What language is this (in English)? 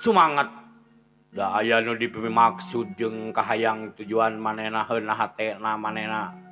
Sundanese